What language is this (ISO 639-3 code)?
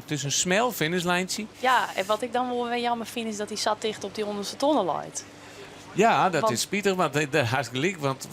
fry